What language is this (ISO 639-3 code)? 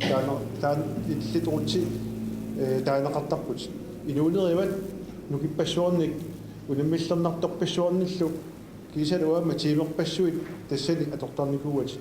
kal